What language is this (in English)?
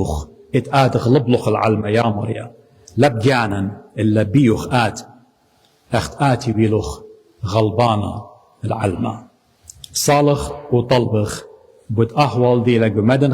Assyrian Neo-Aramaic